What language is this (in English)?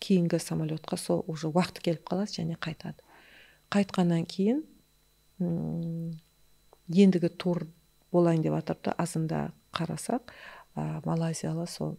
Kara-Kalpak